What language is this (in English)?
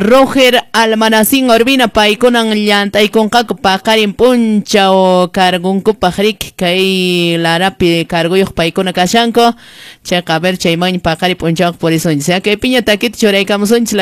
Quechua